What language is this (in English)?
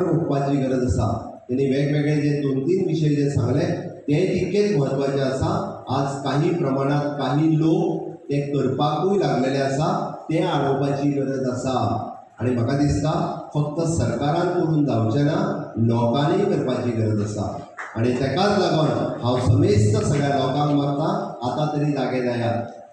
Konkani